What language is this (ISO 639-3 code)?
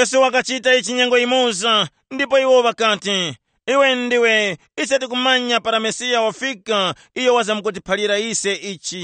tum